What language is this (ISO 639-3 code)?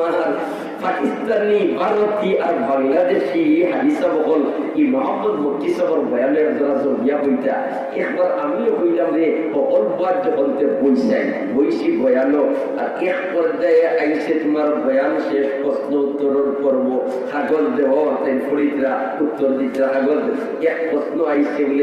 syl